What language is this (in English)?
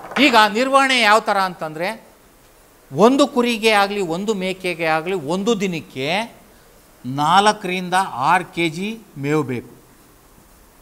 Kannada